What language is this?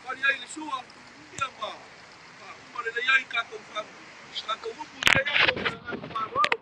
Samoan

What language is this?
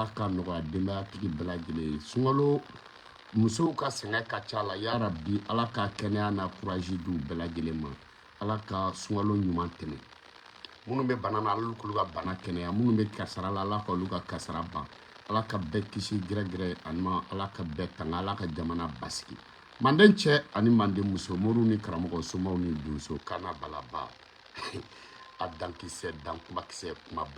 Bambara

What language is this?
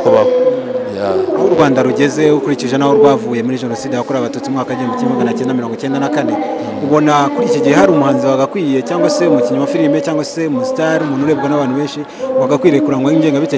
Kinyarwanda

